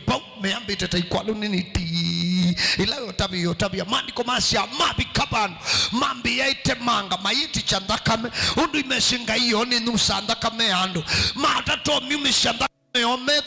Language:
Kamba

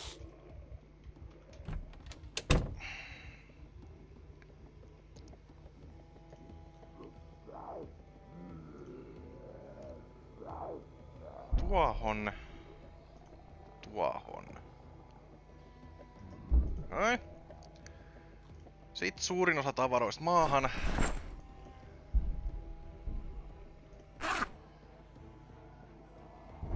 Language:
Finnish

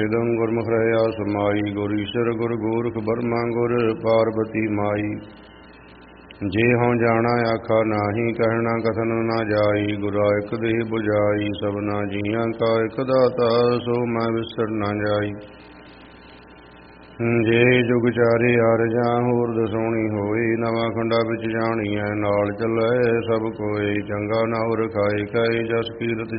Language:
Punjabi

